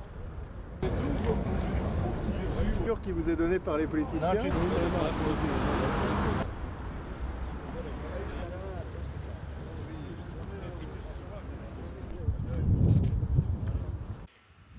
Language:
French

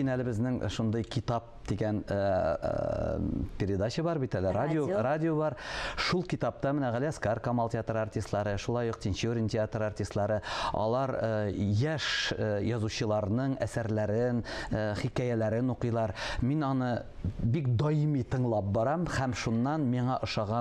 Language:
Tatar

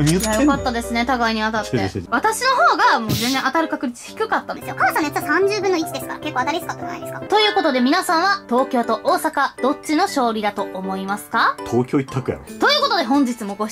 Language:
Japanese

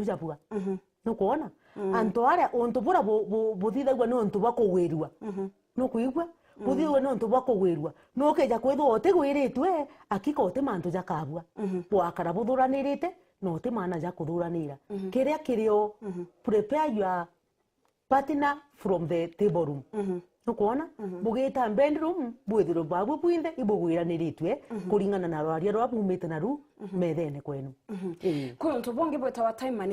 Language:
Meru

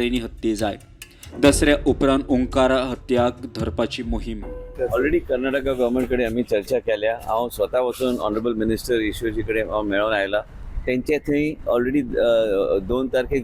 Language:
Konkani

